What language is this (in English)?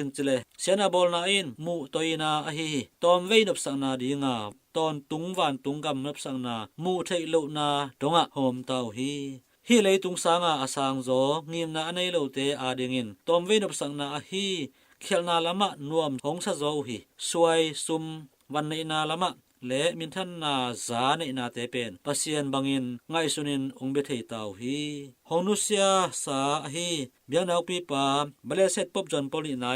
Tedim Chin